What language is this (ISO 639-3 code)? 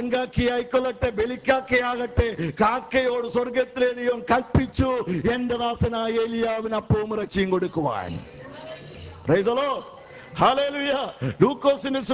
mal